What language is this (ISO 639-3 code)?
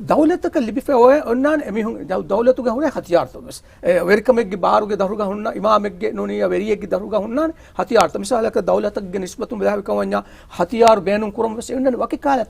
div